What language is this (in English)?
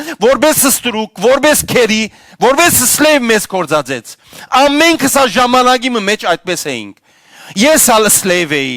Western Armenian